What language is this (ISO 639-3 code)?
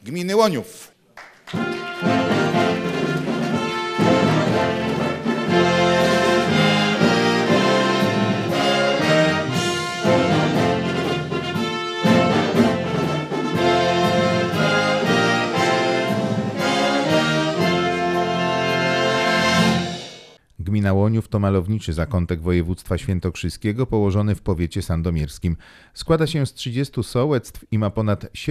pol